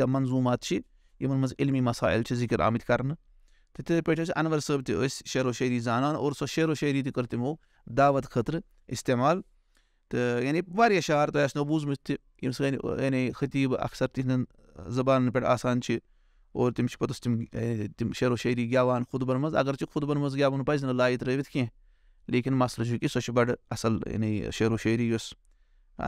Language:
Kashmiri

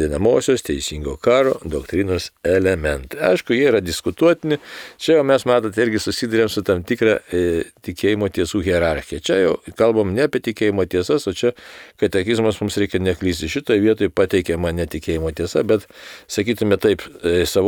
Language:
Lithuanian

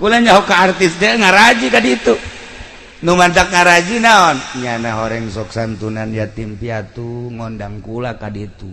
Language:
Sundanese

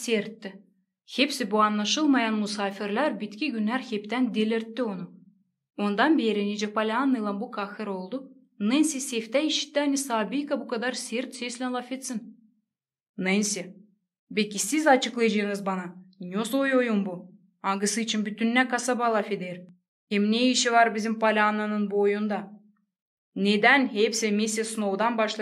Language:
Gagauz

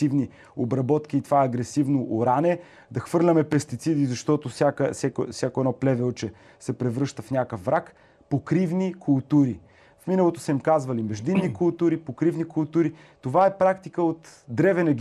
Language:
Bulgarian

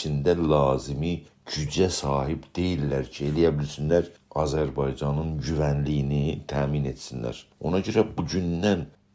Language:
South Azerbaijani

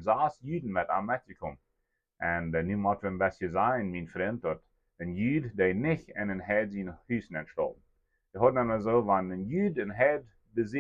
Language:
Plautdietsch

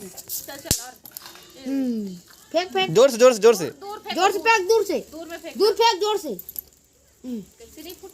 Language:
Chhattisgarhi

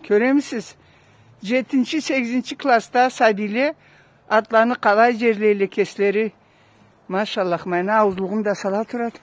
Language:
Karachay-Balkar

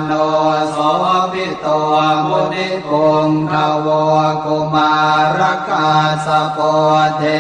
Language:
Pali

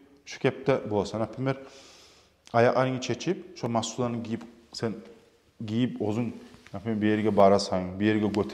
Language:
Kumyk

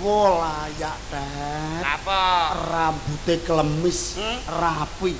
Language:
Javanese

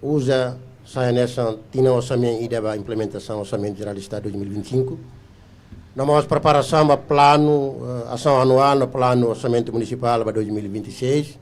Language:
Tetum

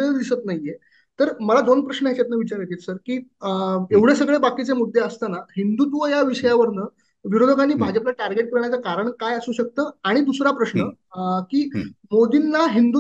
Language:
Marathi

